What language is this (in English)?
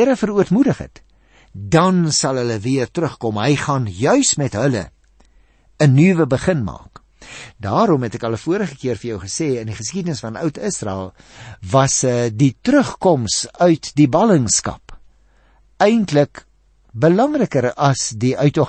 Afrikaans